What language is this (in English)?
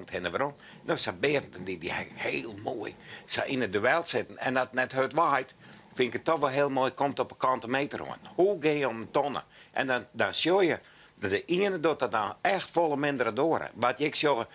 Western Frisian